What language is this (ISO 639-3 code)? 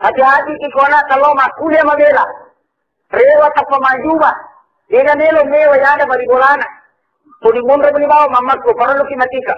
bug